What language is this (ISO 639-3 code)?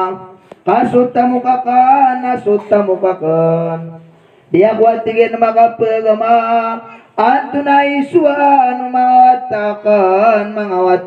mrw